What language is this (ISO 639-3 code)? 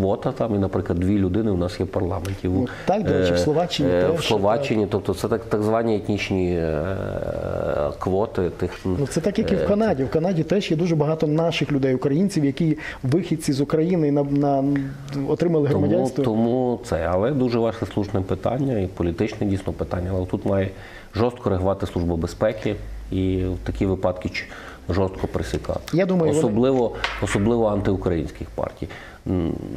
ukr